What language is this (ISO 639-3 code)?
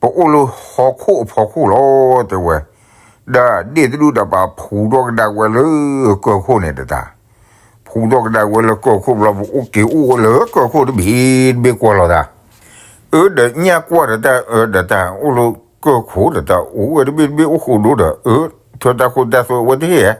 ksw